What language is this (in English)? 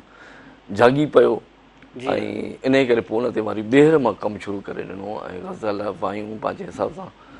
Sindhi